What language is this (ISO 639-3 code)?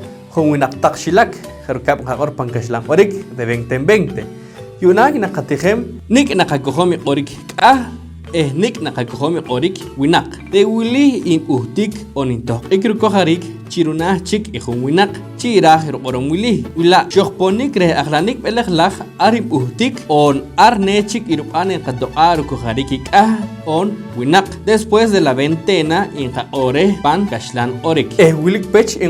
poh